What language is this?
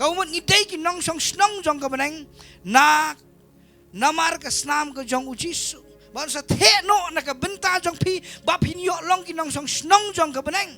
Khasi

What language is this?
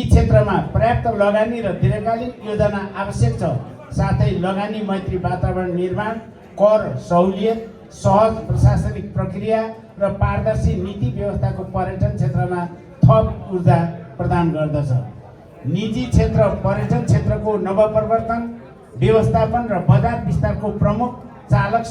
Nepali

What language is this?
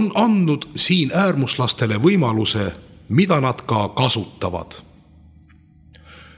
Estonian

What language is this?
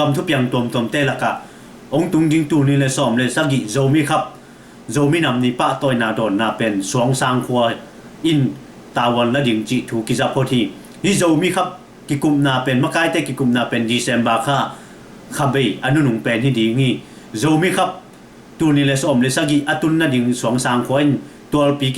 Tedim Chin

